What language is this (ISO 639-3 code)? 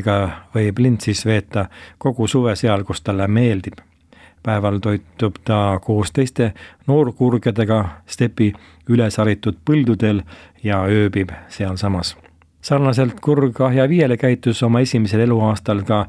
est